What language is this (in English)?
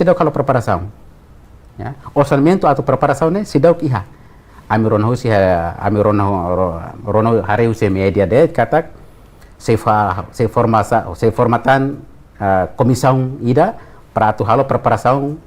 Tetum